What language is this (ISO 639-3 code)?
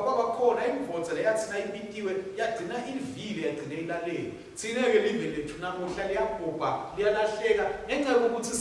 ssw